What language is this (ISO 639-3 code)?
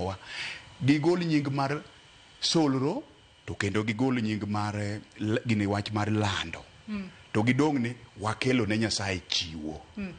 luo